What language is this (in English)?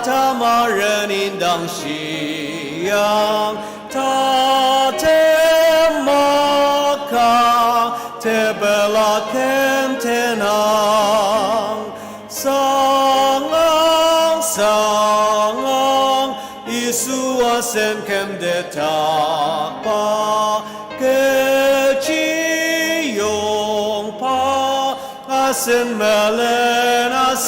Ao Naga